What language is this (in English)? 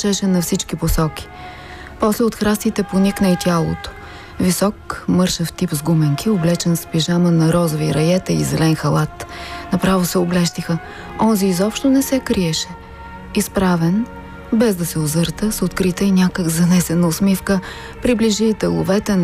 Bulgarian